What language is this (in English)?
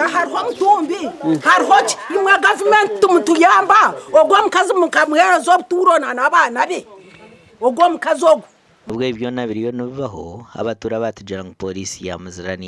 Nyankole